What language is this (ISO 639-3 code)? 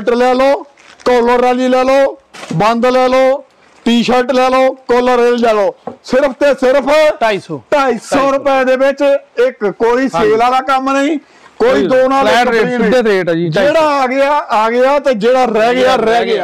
pan